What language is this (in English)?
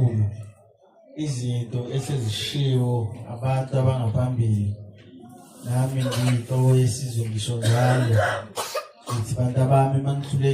Zulu